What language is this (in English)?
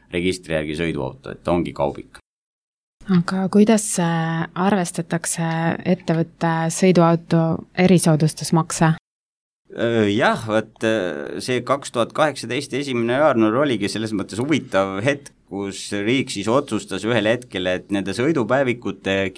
Estonian